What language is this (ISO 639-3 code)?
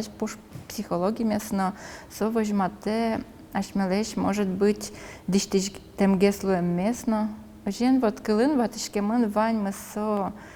udm